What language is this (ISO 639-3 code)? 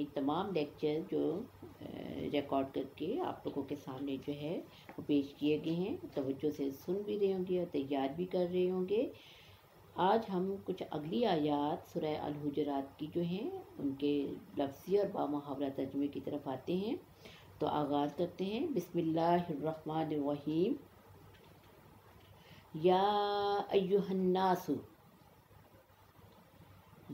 urd